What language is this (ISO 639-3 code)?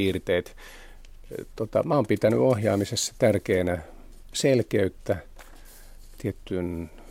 fin